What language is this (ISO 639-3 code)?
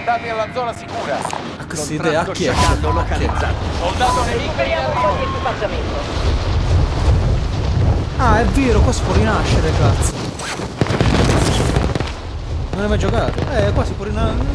ita